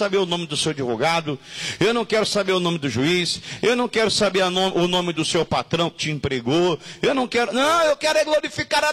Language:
Portuguese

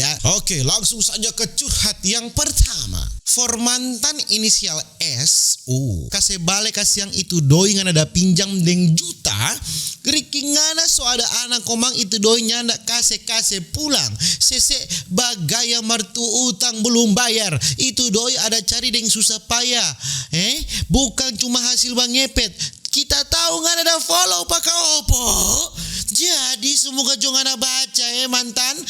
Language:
Manado Malay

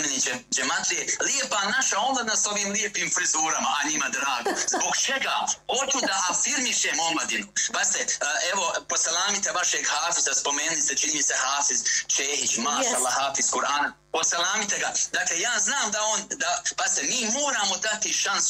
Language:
Bosnian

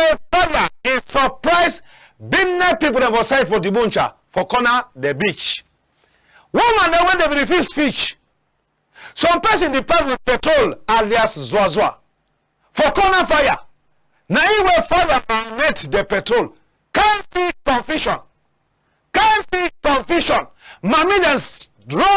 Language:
Cameroon Pidgin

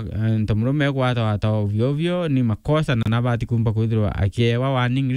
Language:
Meru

